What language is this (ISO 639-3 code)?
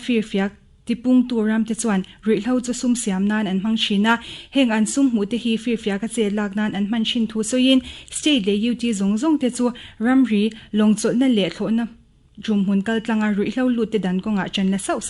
lus